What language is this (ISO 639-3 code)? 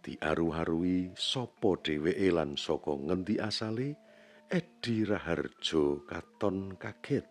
jav